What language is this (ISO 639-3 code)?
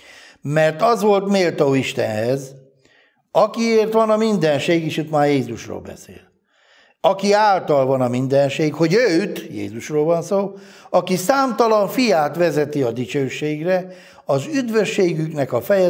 hun